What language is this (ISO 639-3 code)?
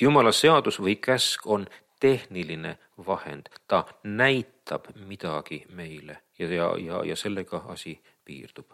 est